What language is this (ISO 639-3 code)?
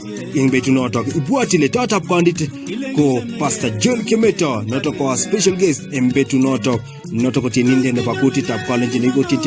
kln